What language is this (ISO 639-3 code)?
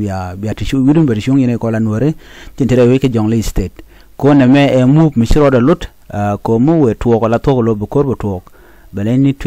nus